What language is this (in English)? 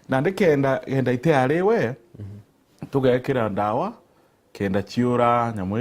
Meru